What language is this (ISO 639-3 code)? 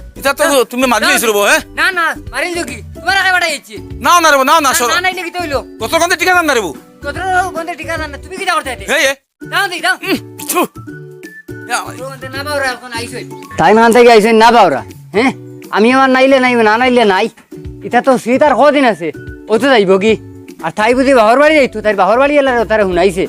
syl